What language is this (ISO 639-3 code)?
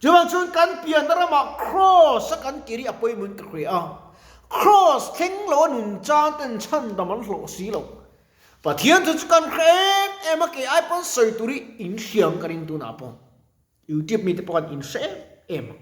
lus